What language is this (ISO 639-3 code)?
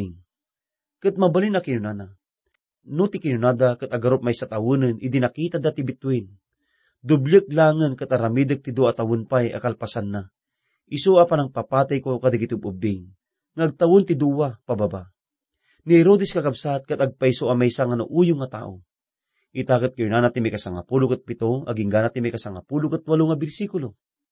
ilo